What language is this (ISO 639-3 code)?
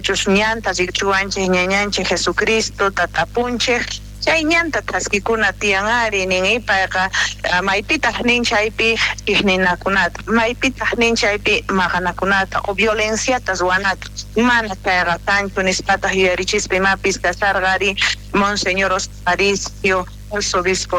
quh